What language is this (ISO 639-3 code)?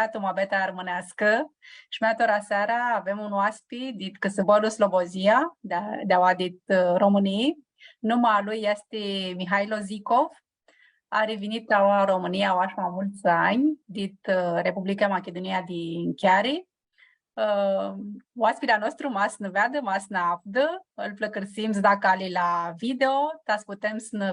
rup